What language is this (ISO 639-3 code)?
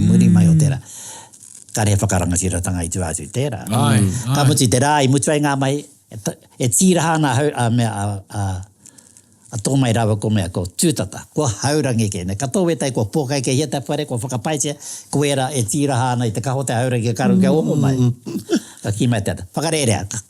mri